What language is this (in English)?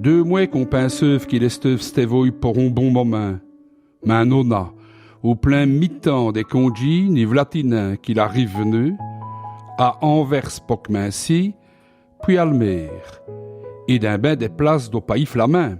Walloon